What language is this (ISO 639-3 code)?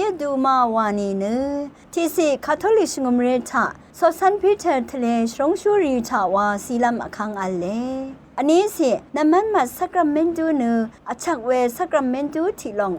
raw